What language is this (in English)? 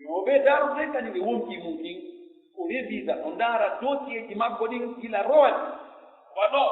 Pular